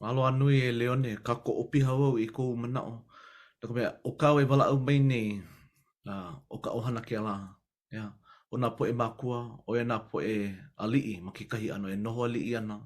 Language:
Hawaiian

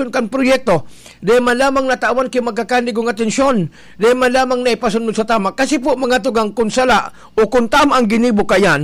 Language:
Bikol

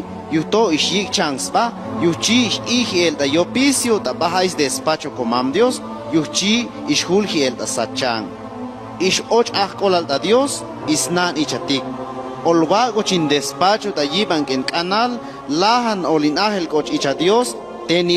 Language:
Chuj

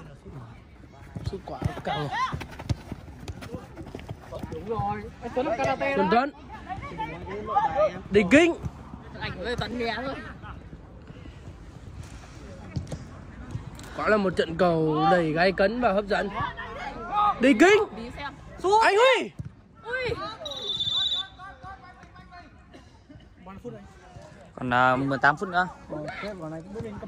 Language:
Vietnamese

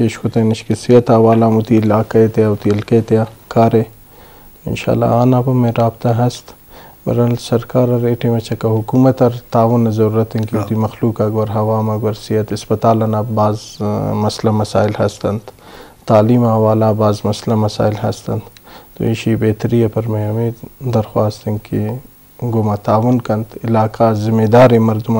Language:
Eastern Balochi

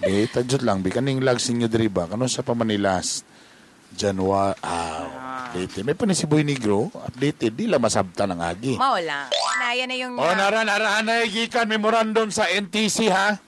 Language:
Cebuano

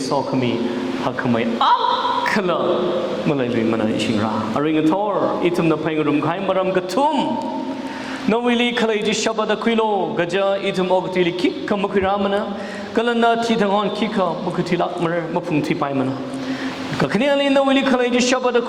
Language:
Tangkhul Naga (India)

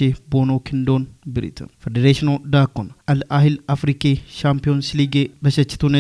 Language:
Kafa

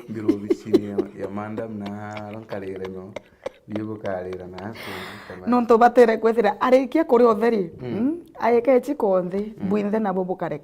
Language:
Meru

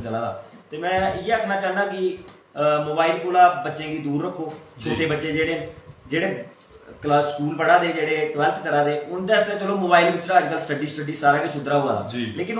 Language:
Dogri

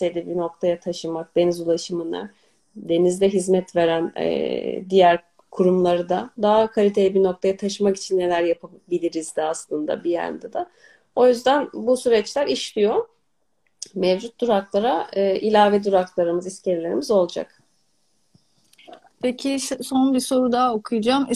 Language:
Turkish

